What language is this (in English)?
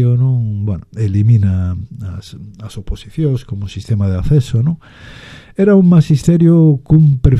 Galician